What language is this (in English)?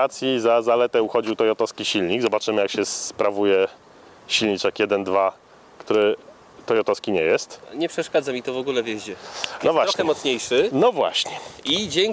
Polish